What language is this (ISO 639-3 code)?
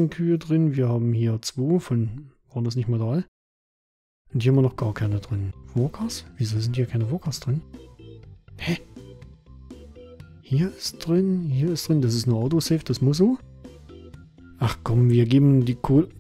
deu